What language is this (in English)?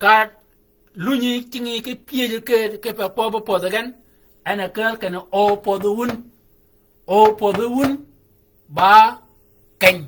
Shilluk